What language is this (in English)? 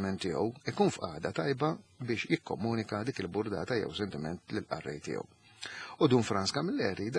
Maltese